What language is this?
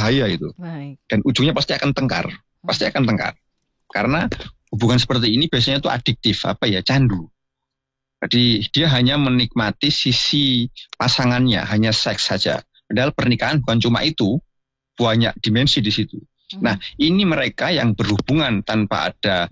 Indonesian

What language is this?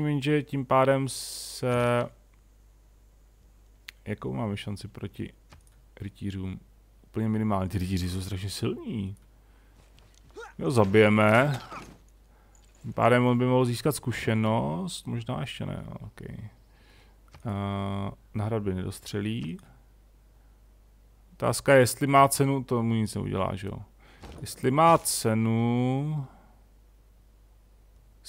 Czech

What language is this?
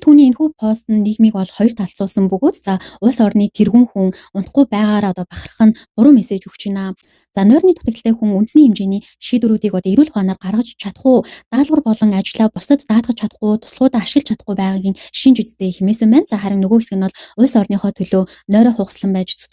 Mongolian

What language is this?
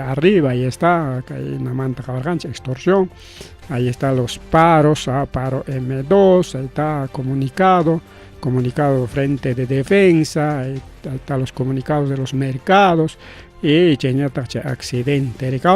Ayacucho Quechua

